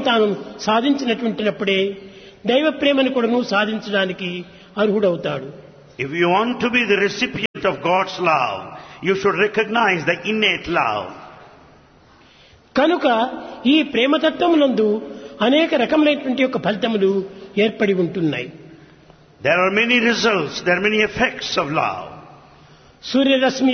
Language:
Telugu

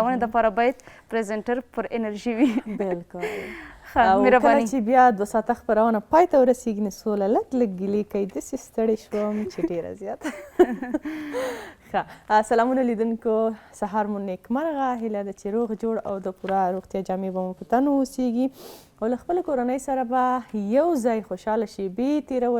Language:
Pashto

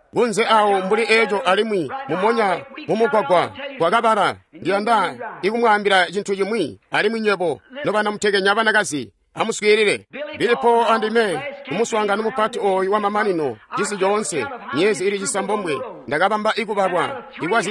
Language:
Tonga (Zambia)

